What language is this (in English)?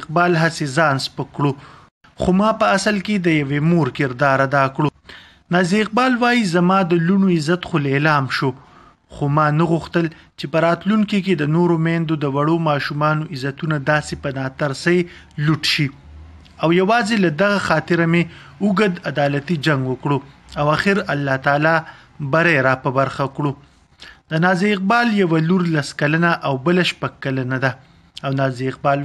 Pashto